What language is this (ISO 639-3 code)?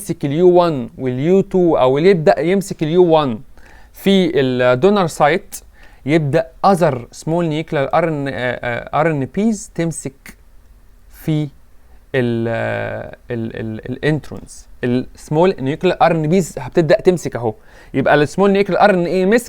arz